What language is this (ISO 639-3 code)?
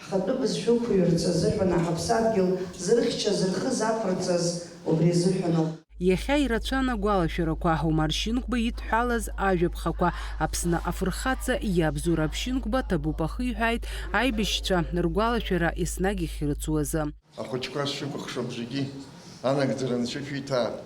abk